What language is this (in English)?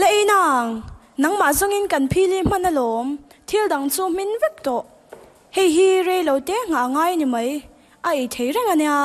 Mizo